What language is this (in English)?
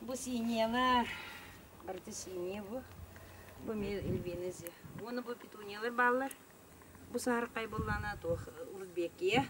Yakut